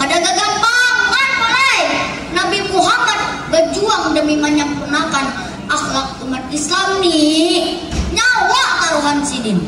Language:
Banjar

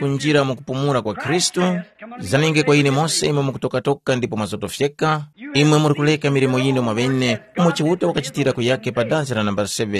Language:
Tumbuka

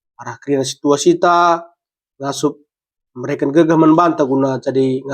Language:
Batak Karo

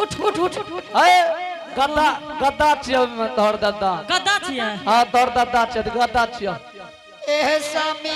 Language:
Angika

